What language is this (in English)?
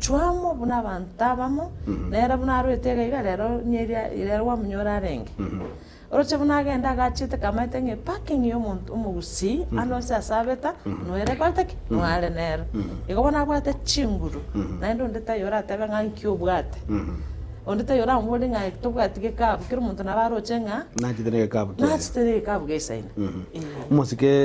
Gusii